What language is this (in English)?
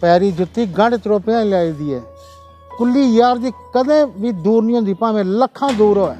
Dogri